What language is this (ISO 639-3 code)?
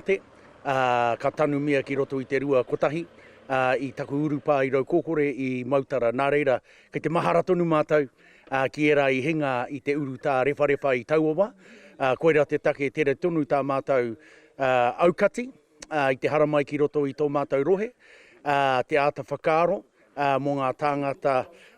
mri